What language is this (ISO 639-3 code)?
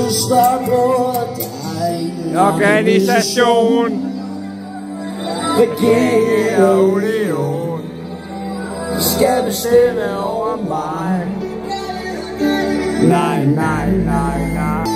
dan